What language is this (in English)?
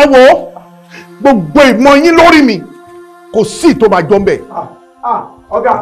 Yoruba